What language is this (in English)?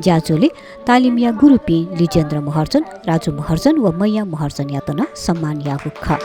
Newari